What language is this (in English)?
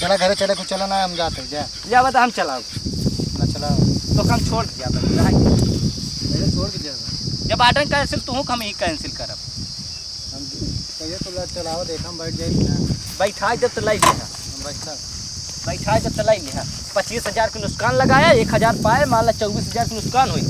Awadhi